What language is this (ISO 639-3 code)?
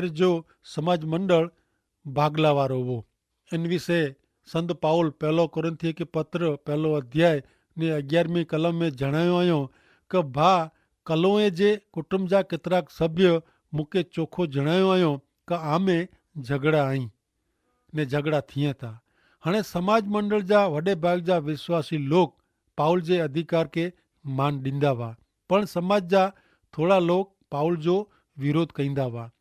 kfr